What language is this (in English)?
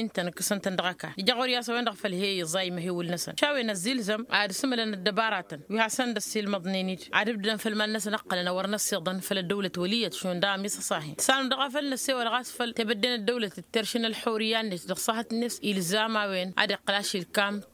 Tamasheq